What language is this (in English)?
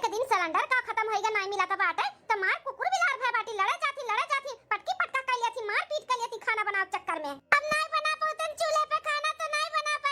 Awadhi